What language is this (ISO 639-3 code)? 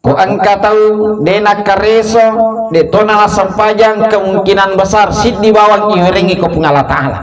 bug